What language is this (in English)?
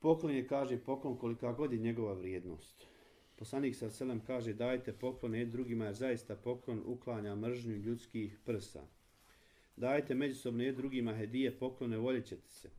Bosnian